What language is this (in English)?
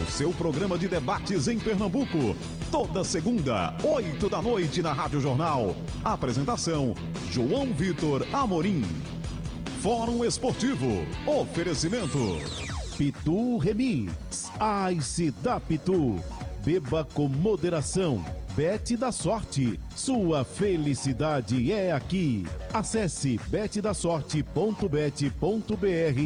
Portuguese